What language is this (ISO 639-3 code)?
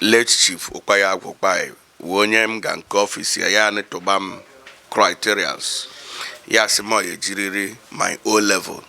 ibo